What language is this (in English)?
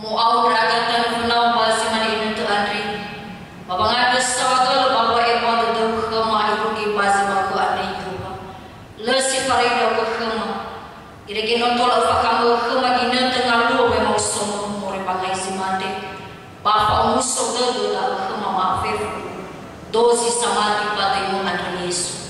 Nias